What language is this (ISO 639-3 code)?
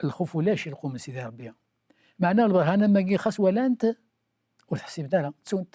kab